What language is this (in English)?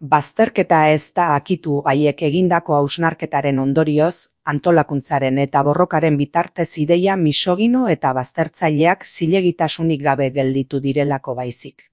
Basque